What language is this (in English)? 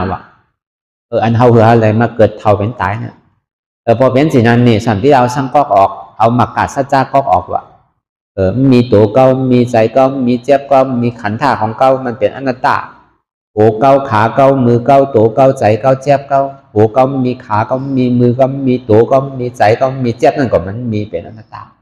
Shan